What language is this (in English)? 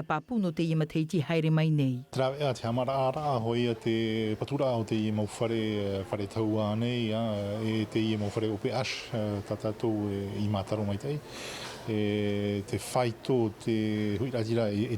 Tahitian